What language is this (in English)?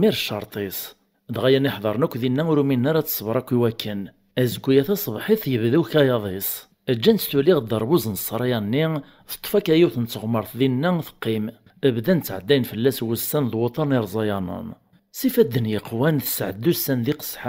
Kabyle